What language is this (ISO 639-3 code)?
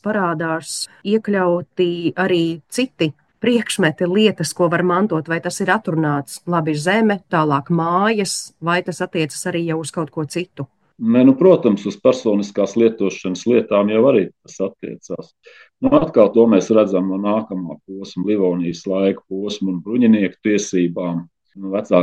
lav